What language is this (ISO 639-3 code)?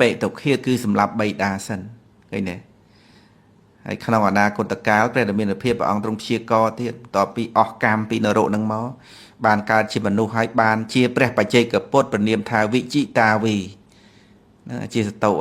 khm